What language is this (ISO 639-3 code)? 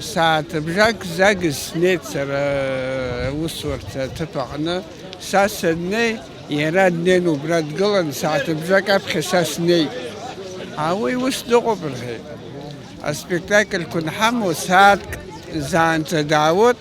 abk